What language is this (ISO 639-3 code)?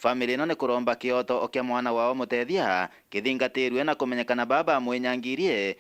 mer